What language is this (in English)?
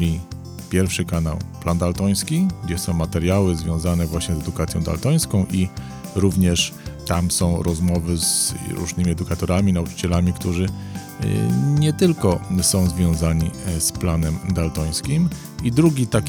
Polish